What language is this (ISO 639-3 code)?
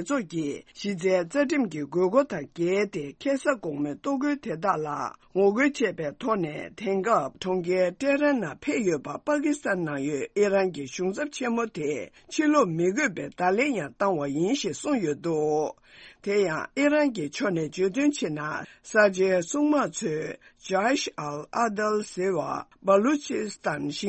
bod